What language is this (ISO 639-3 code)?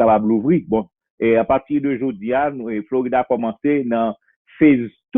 hat